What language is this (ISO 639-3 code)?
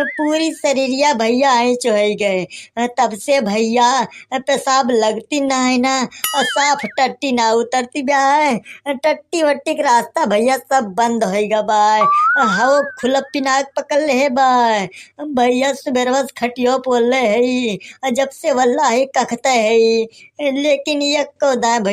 awa